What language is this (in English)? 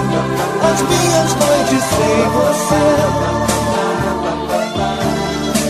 Portuguese